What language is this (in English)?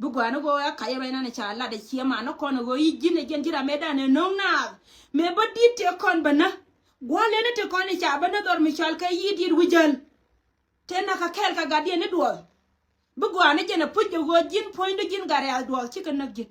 Nuer